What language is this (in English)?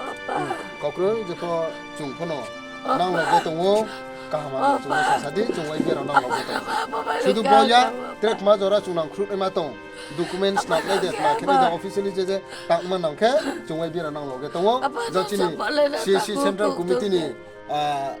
Riang (India)